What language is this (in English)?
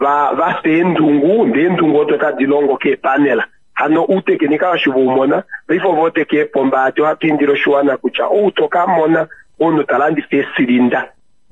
Kuanyama